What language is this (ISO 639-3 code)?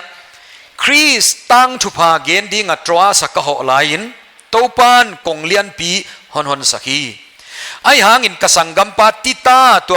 pck